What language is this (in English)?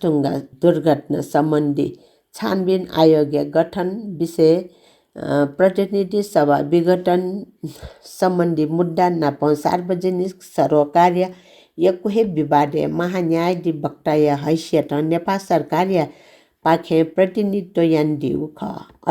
Newari